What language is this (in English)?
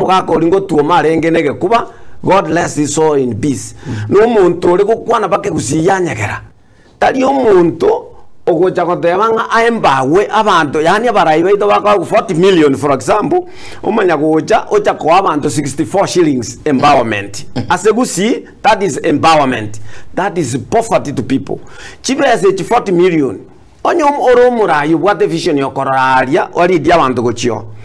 Gusii